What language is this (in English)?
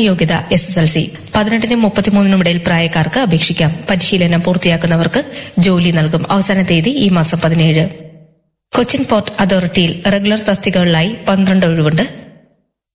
Malayalam